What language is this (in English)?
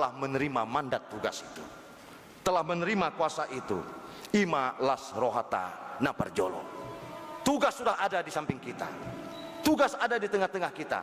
Batak Toba